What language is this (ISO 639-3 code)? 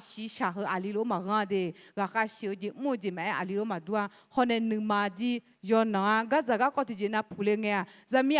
ahk